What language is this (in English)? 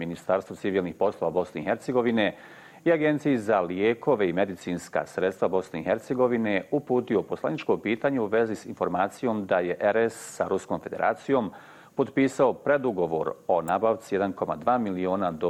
Bosnian